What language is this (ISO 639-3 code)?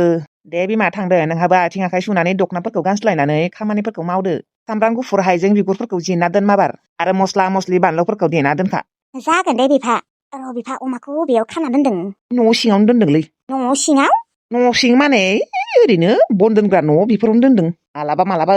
brx